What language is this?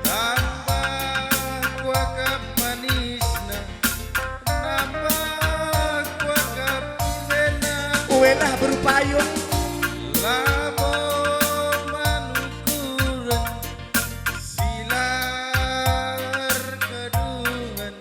Batak Karo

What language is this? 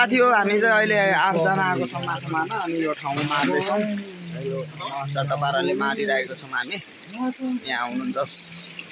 Nepali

